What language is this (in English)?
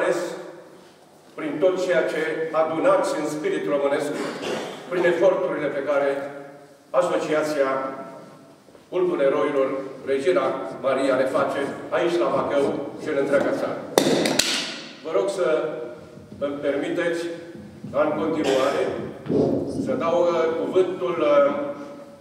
Romanian